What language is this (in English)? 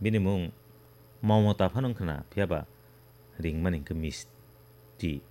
Kok Borok